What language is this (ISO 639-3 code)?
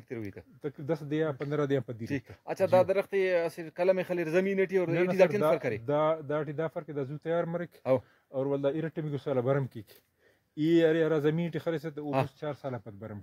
brh